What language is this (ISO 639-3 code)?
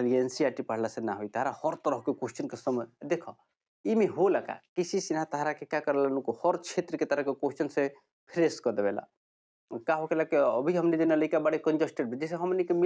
bho